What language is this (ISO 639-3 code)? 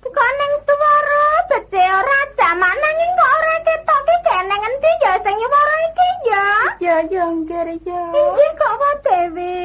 jav